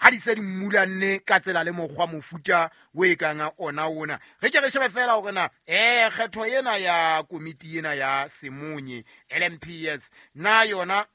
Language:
Southern Sotho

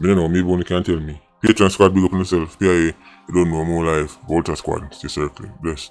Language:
Jamaican Creole English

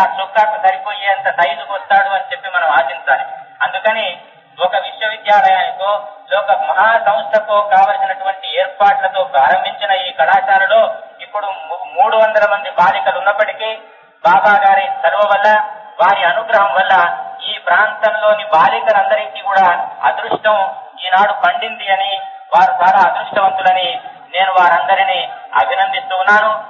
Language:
Telugu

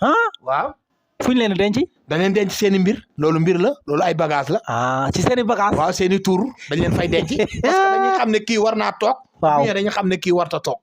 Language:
Wolof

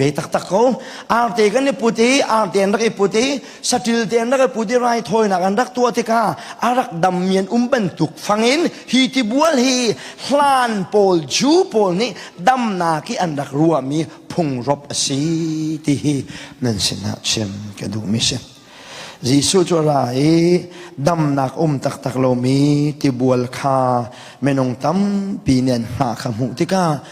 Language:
Hakha Chin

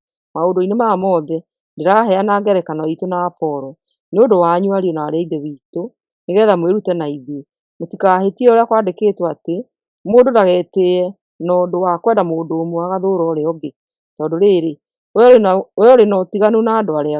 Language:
Kikuyu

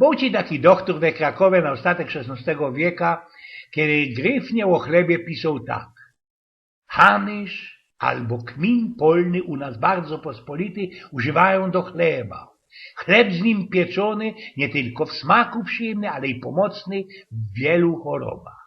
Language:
Silesian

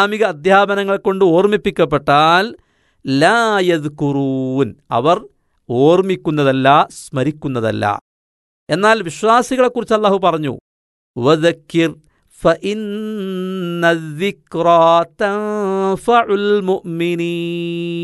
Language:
Malayalam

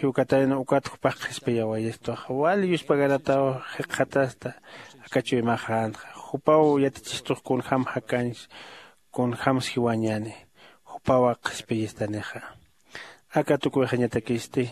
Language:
Aymara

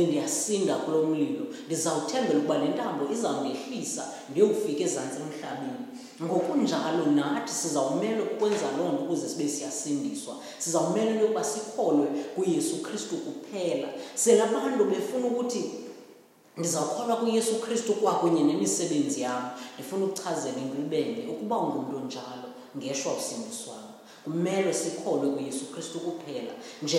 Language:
Xhosa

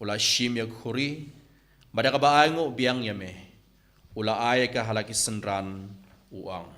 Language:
Khasi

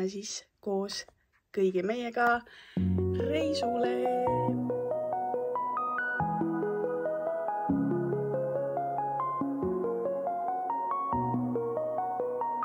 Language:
Estonian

